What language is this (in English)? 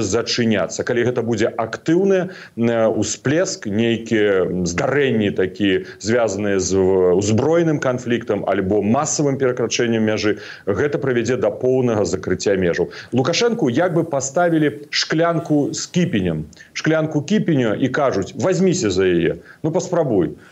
Belarusian